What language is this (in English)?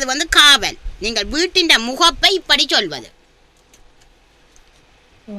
Tamil